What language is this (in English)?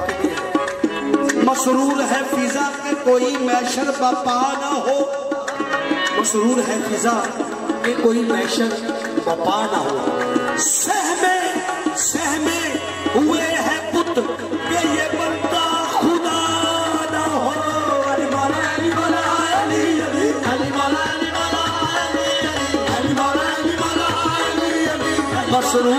Hindi